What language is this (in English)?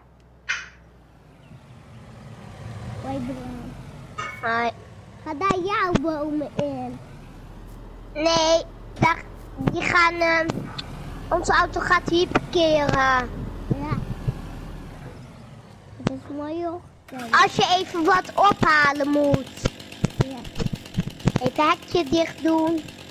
Dutch